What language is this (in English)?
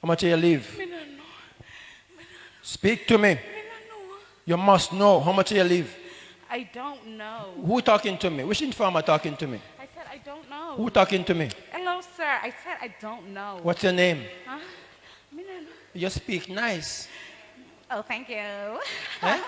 Jamaican Creole English